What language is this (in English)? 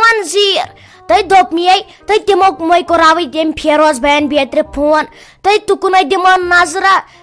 Kashmiri